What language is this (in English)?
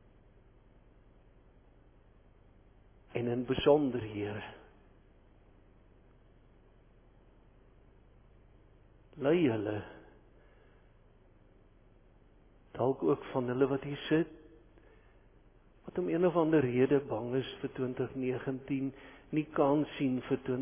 Afrikaans